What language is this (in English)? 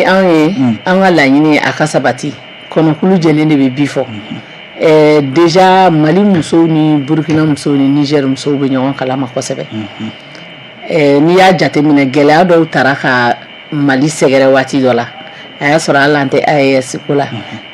Bambara